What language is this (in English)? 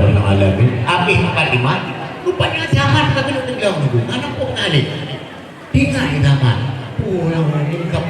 Achinese